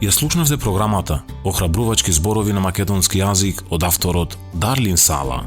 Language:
Macedonian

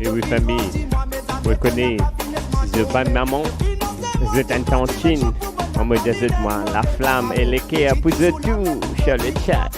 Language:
Morisyen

